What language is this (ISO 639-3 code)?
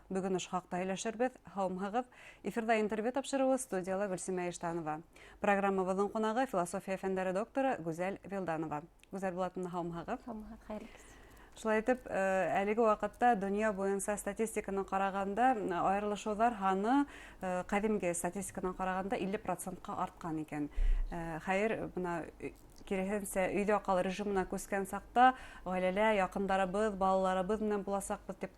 bak